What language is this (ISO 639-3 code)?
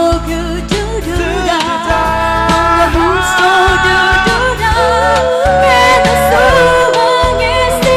nia